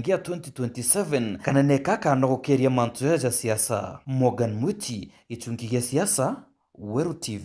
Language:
Meru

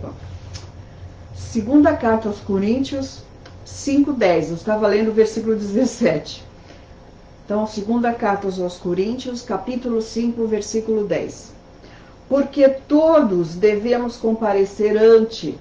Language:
Portuguese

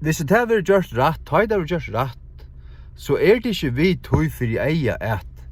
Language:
Faroese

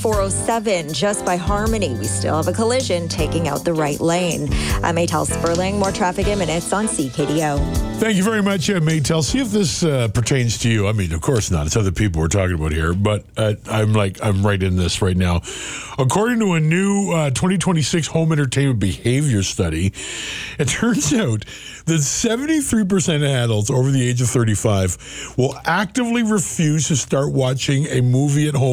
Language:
English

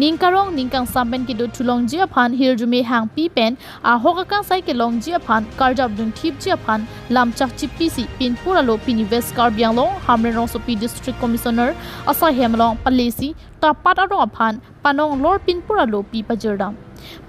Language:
Karbi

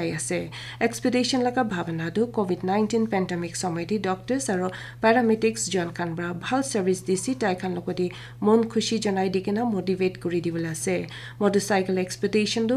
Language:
Naga Pidgin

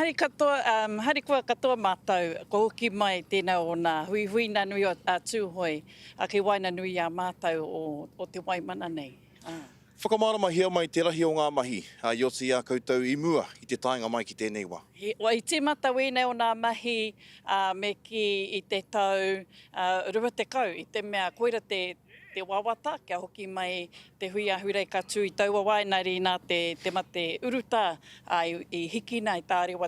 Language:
Māori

